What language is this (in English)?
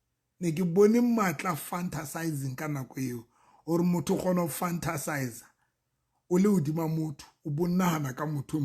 Southern Sotho